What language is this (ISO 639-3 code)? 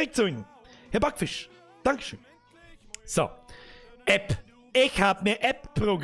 bar